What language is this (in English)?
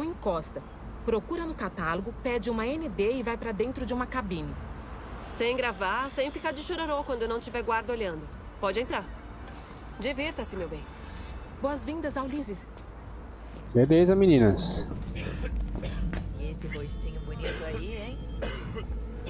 Portuguese